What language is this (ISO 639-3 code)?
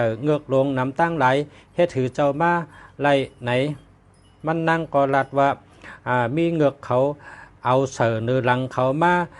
shn